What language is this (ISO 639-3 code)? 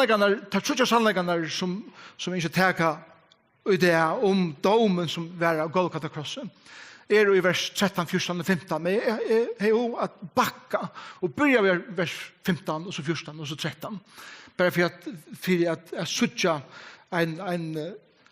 fao